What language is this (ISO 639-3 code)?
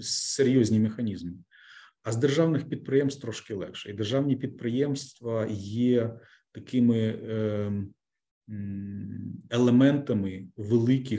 ukr